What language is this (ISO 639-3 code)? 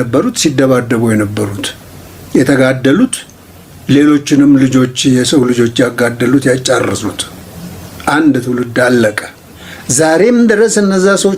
amh